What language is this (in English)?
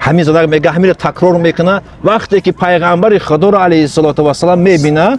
Tajik